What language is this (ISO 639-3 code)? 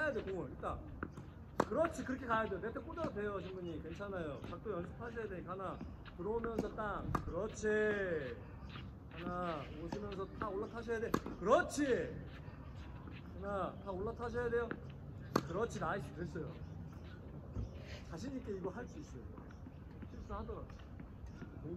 kor